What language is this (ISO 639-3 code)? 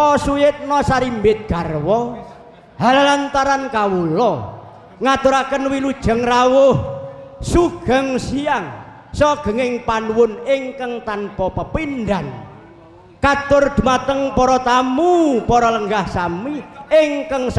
jav